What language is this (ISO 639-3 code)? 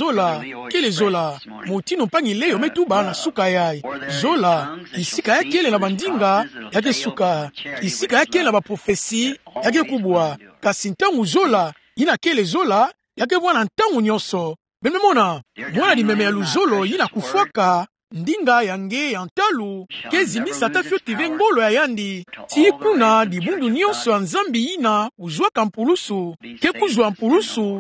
ktu